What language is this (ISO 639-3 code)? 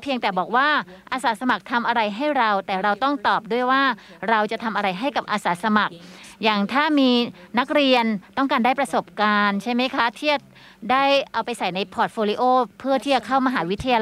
tha